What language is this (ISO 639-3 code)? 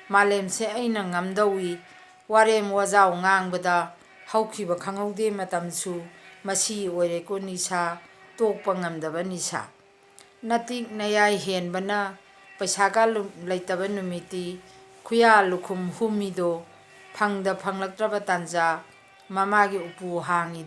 mni